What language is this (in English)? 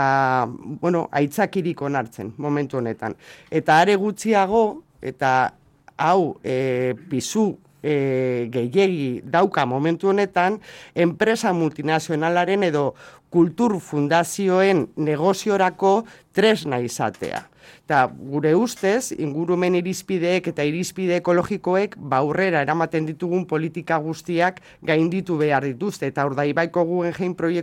Basque